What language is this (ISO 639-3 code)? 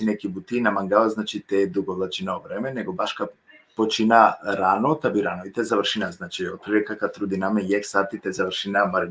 rmn